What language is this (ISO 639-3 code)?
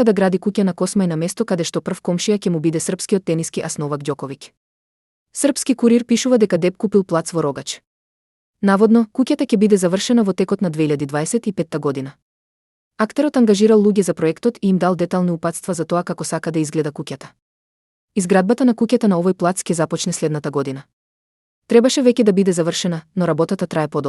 mkd